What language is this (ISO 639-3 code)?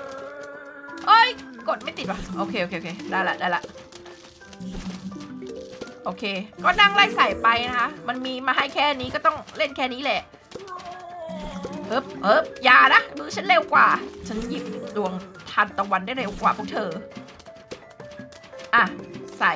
tha